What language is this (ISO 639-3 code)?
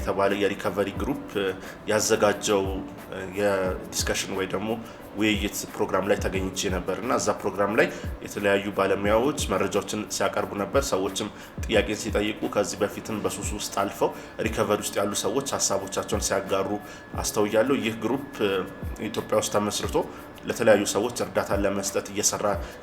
amh